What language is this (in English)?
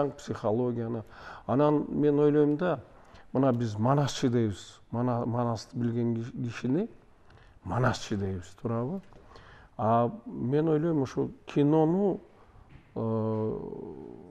Kyrgyz